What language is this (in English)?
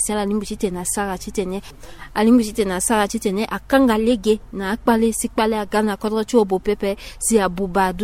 Sango